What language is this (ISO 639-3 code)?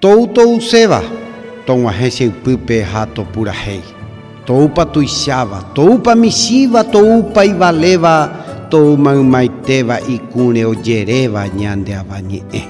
grn